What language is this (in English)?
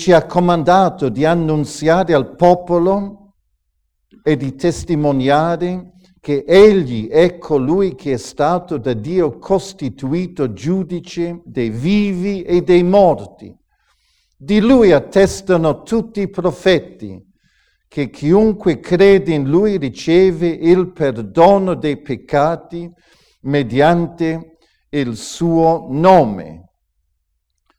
Italian